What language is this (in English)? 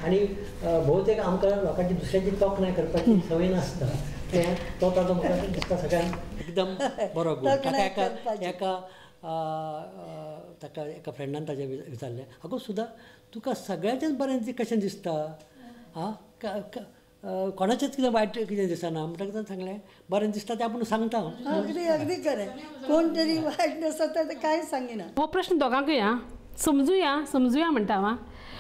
Konkani